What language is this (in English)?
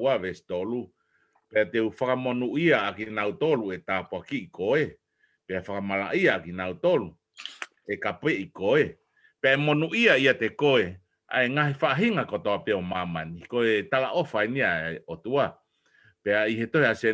Tongan